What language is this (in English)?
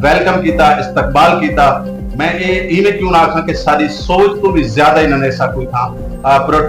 Saraiki